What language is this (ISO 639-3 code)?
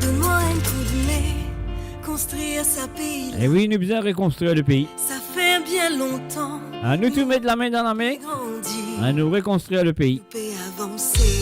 mfe